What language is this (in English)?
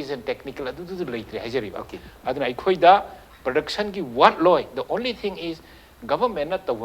Manipuri